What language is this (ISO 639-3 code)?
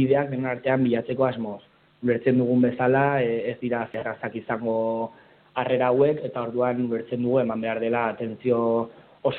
eus